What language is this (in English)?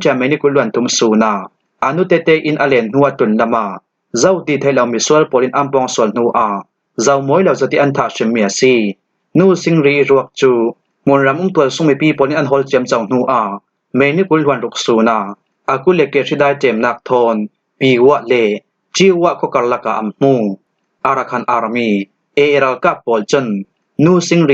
Falam Chin